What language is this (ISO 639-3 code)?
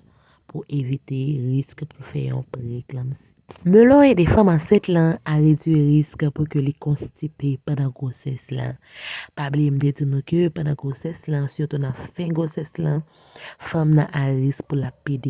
hat